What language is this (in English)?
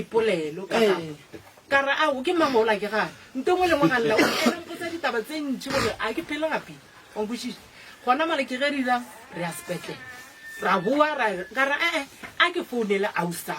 Northern Sotho